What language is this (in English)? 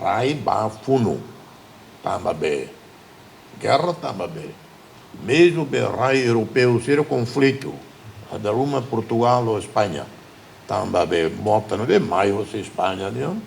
Tetum